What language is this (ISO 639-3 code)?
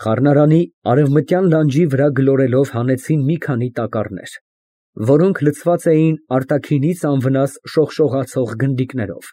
hye